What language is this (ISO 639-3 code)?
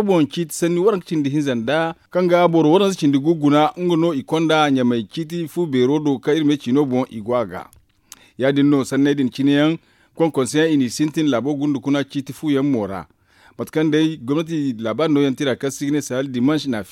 dje